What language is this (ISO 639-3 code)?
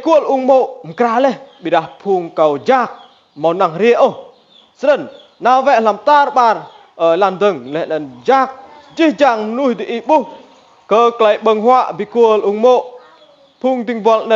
rad